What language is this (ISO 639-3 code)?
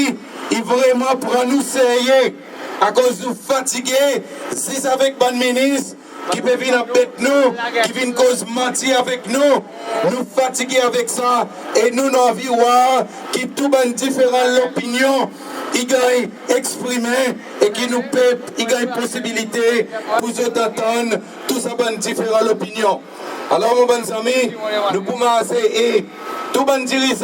crs